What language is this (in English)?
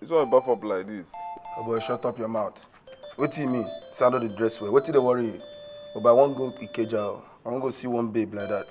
Nigerian Pidgin